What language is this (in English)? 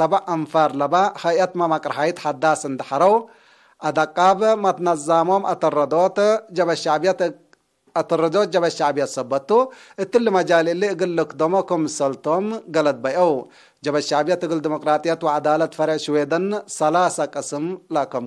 Tigre